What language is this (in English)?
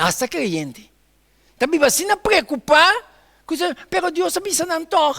Papiamento